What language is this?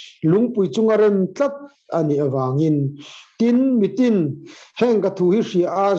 Mizo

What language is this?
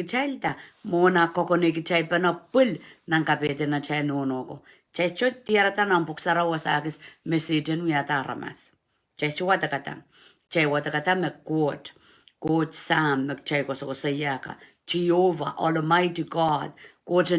Pohnpeian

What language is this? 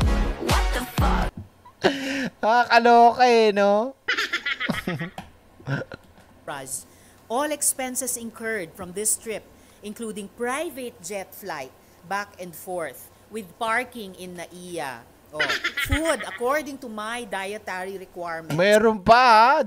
Filipino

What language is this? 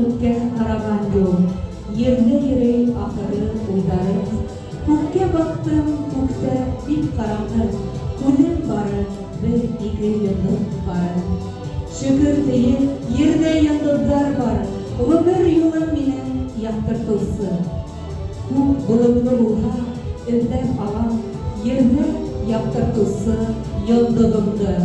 Bashkir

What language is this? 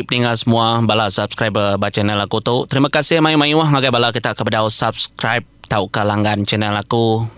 Iban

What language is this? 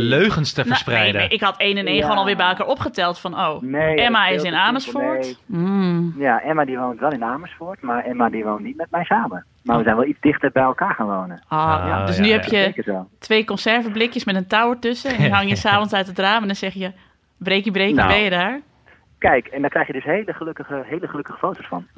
Dutch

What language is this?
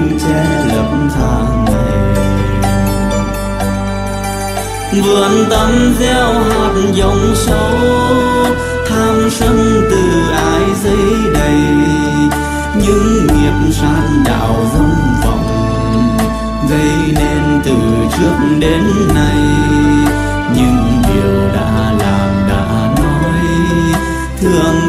Vietnamese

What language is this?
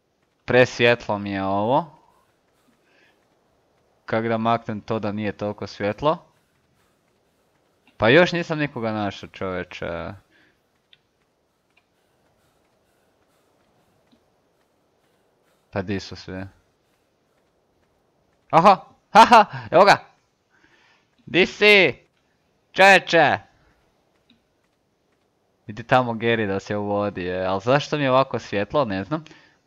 Croatian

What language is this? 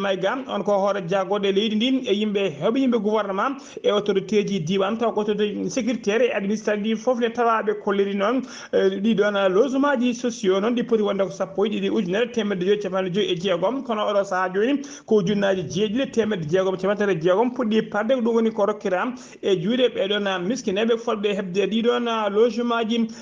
Fula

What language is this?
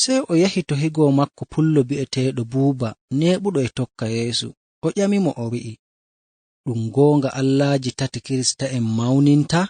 Fula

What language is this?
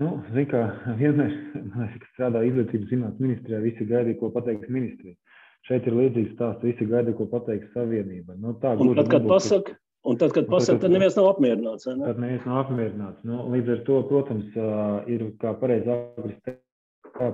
Latvian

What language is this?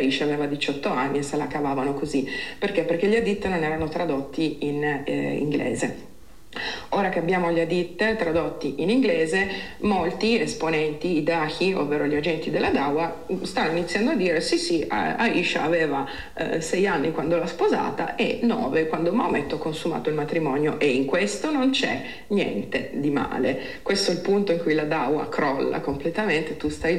Italian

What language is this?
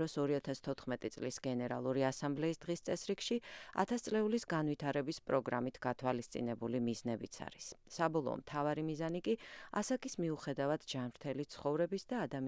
Georgian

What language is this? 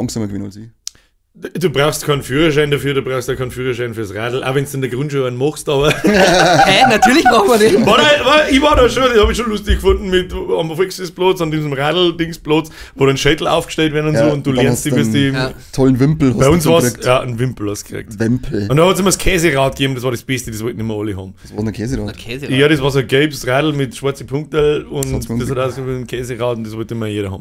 Bavarian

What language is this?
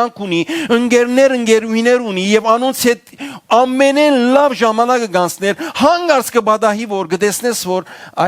Western Armenian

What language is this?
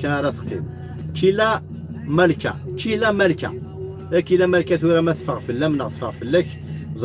Kabyle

